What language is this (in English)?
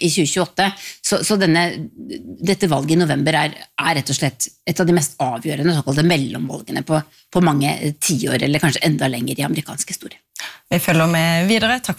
Norwegian